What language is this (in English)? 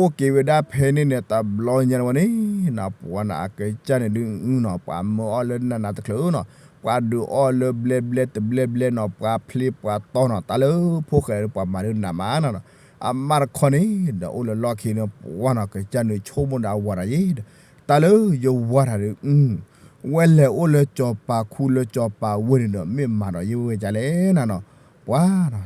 S'gaw Karen